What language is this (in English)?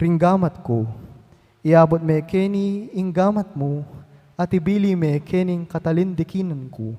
Pampanga